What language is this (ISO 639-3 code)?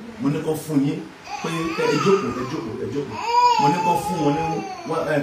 yor